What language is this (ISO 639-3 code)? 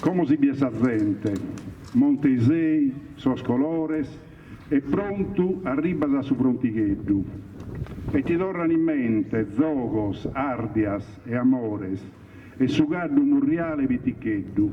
srd